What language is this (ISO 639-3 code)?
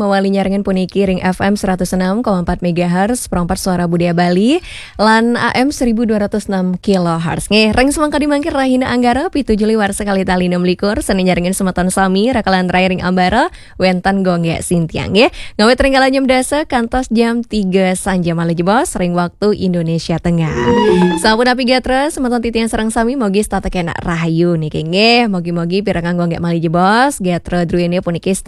ban